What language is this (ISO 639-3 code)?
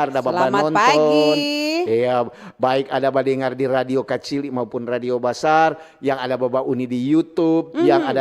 xmm